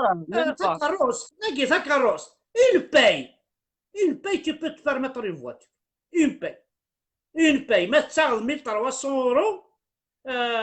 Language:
Kabyle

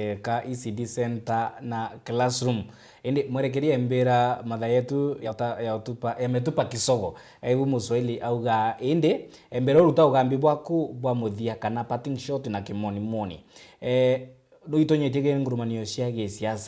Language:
Meru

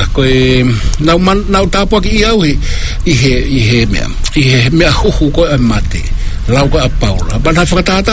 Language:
Tongan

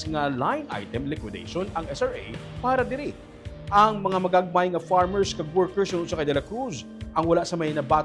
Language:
Hiligaynon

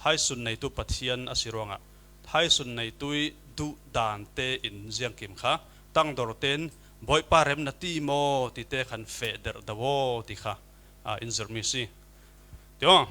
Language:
Falam Chin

